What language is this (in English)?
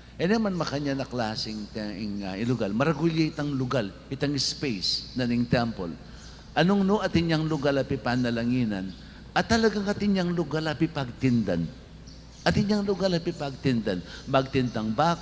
Pampanga